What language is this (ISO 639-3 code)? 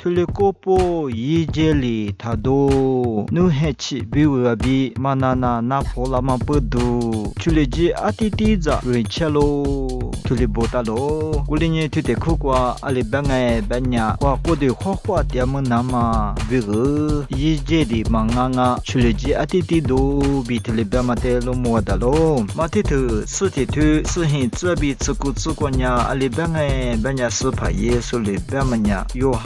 lis